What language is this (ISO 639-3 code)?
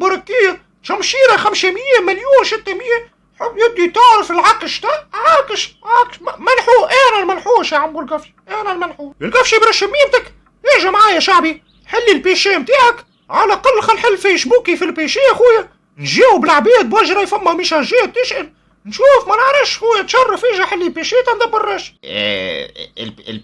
aeb